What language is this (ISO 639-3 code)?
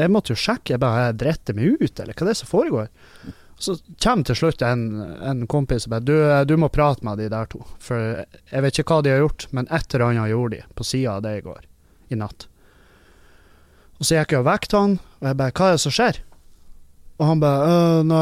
nor